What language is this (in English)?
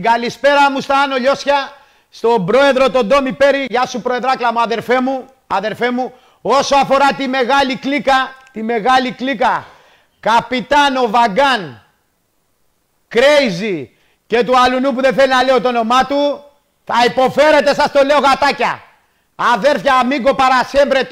Greek